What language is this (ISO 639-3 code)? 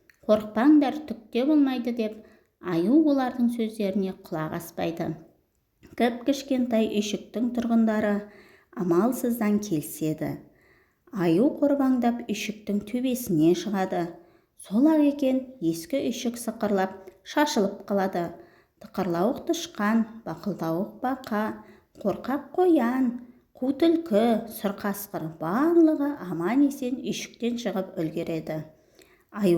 kaz